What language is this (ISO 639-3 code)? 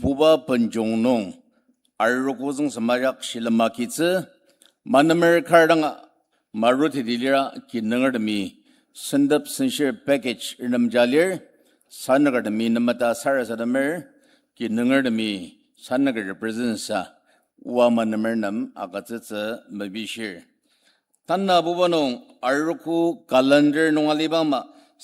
njo